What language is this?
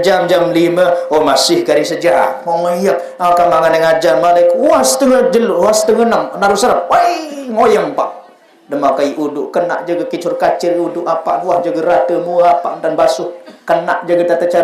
Sasak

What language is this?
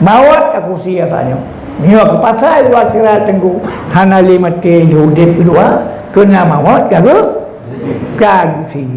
Achinese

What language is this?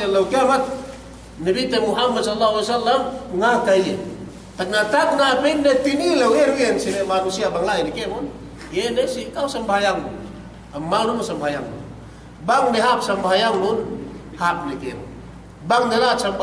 Yakan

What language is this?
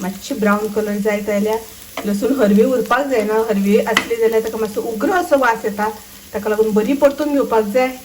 Konkani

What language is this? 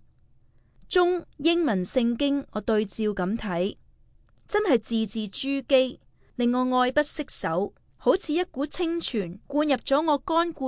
Cantonese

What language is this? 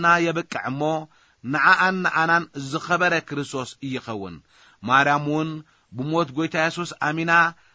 Tigrinya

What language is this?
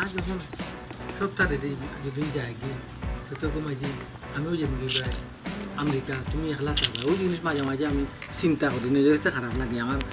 Sylheti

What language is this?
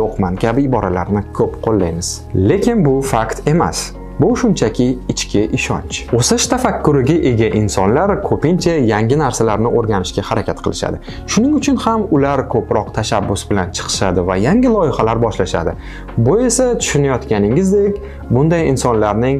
Uzbek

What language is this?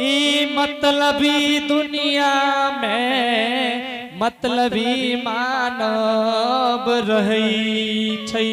Angika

